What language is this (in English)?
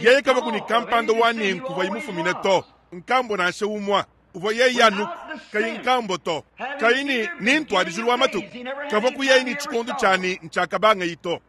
Luba-Lulua